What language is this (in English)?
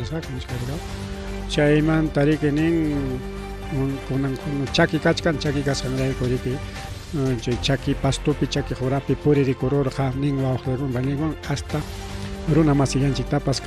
Ayacucho Quechua